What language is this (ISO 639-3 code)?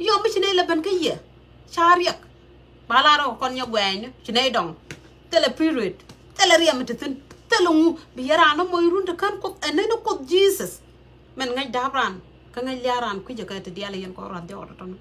nus